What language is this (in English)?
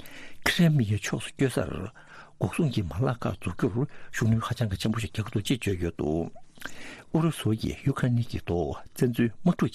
Tibetan